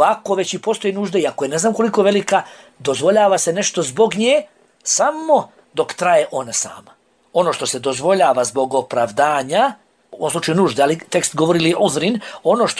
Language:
Bosnian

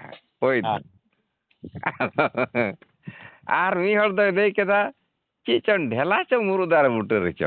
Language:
Santali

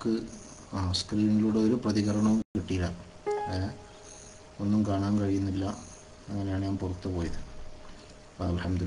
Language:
Malayalam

